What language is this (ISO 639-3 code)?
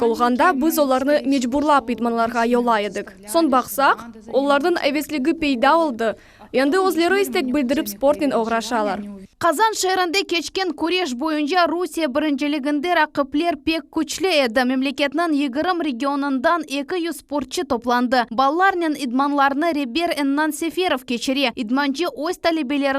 crh